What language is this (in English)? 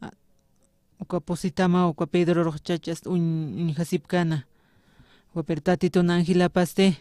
Aymara